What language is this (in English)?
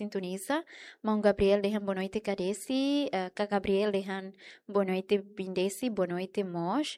Tetum